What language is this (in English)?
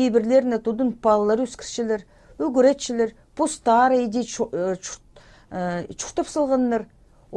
Khakas